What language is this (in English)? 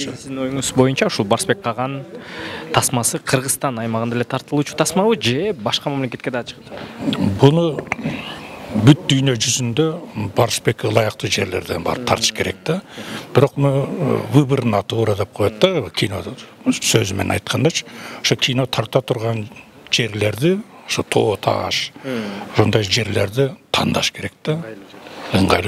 Kyrgyz